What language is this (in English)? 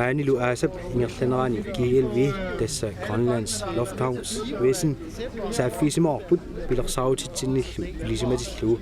Kalaallisut